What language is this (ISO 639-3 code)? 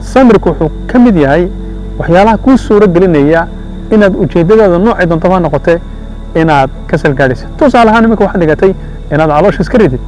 som